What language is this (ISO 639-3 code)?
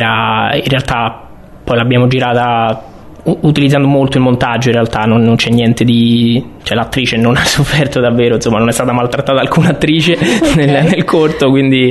ita